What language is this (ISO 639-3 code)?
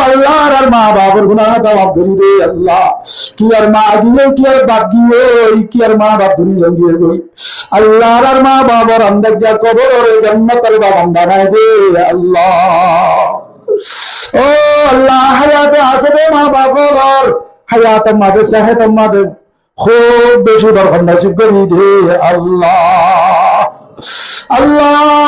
rhg